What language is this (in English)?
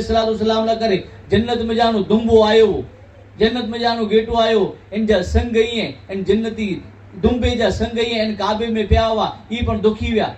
Kachhi